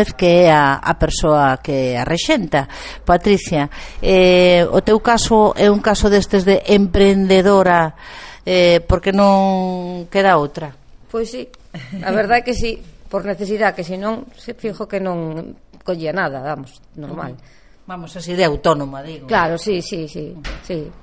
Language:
Galician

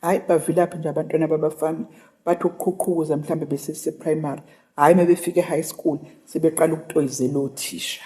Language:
Zulu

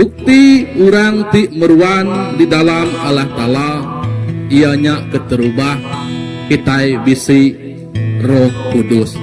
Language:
Iban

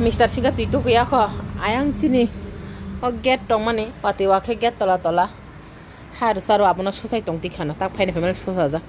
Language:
Kok Borok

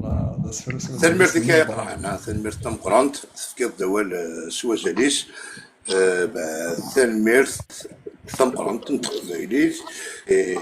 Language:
Kabyle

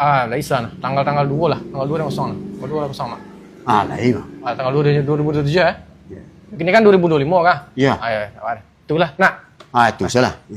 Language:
Minangkabau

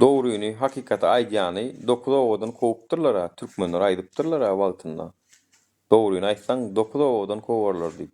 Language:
Turkmen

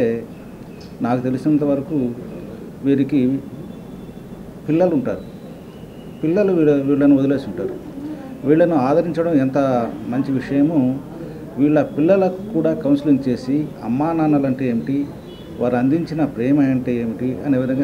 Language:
Telugu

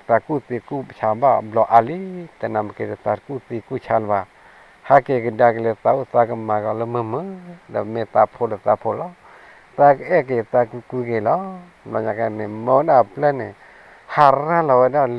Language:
S'gaw Karen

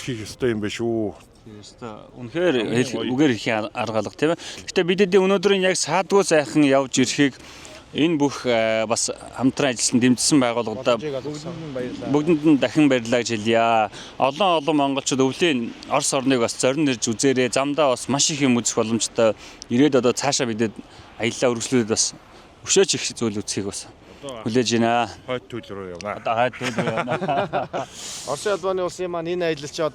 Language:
Mongolian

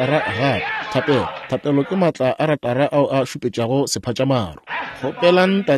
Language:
Northern Sotho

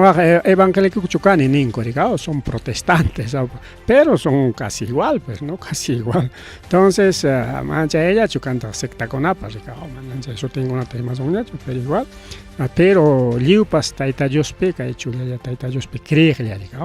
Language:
Ayacucho Quechua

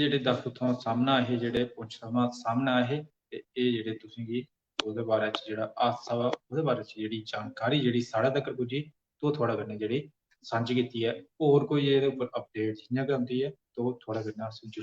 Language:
Dogri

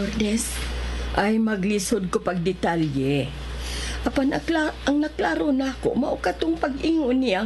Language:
Cebuano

